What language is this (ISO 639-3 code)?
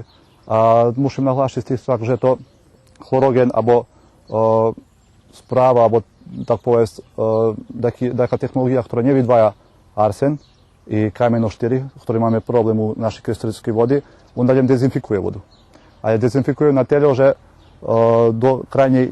rue